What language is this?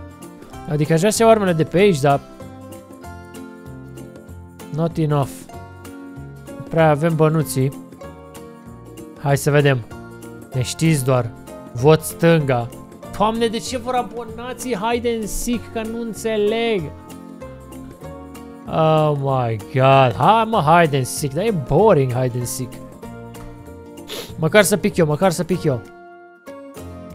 Romanian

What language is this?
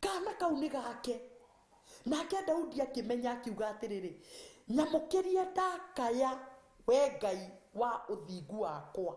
Kikuyu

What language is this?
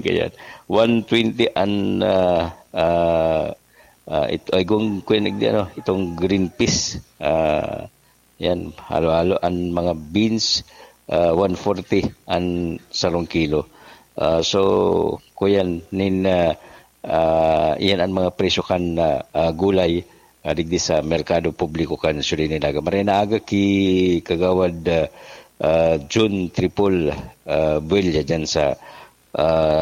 Bikol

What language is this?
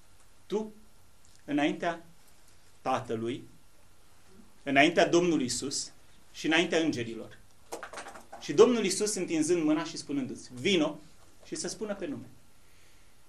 Romanian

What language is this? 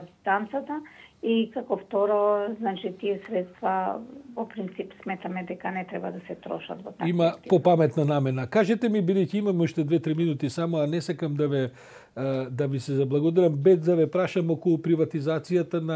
Macedonian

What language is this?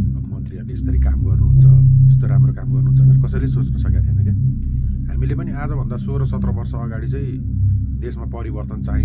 Nepali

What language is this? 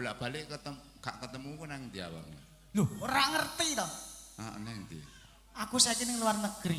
Javanese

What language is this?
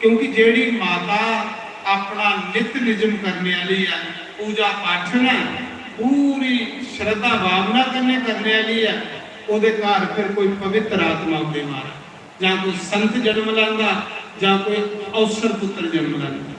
Dogri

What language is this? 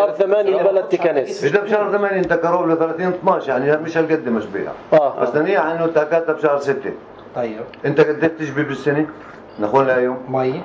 North Levantine Arabic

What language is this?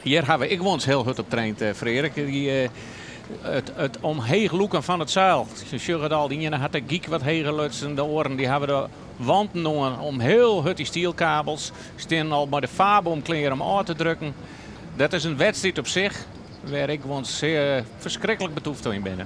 Western Frisian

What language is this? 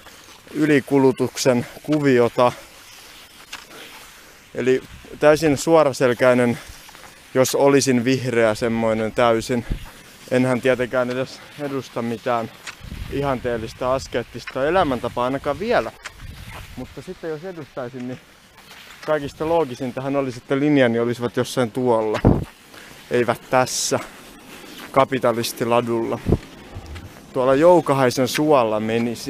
Finnish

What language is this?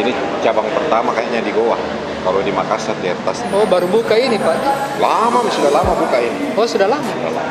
Makassar Malay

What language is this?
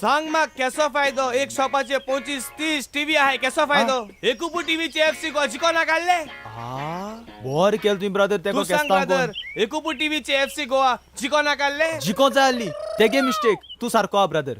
Konkani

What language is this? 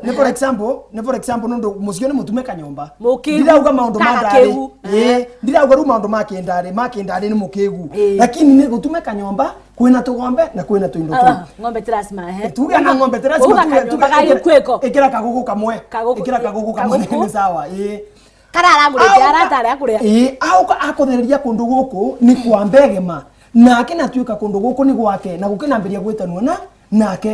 Meru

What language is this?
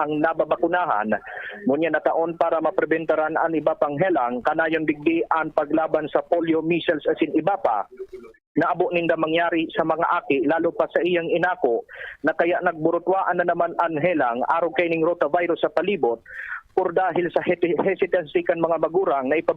Bikol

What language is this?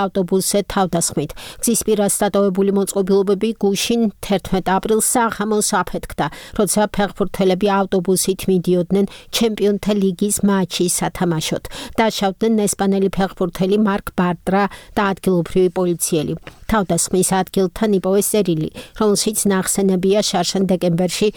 Georgian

